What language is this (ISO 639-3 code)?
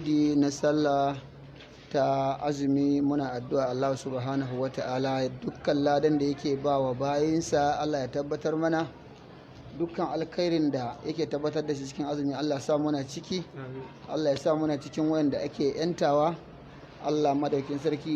hau